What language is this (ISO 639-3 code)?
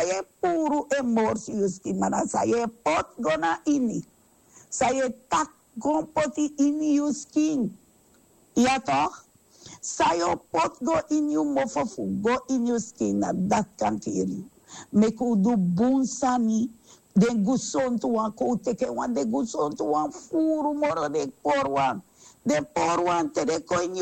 srn